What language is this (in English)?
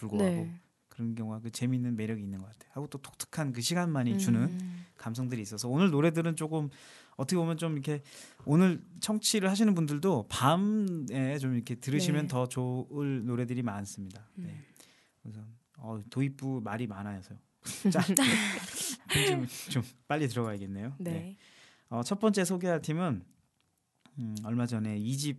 Korean